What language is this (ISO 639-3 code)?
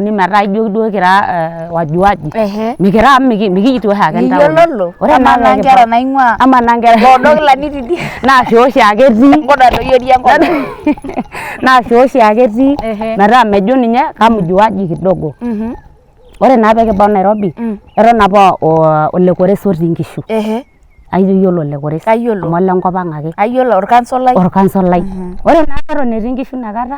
mas